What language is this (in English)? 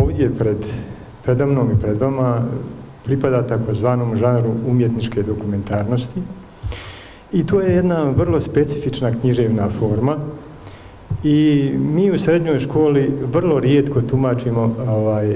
Bosnian